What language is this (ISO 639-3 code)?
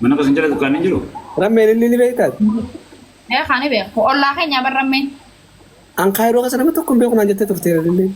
orm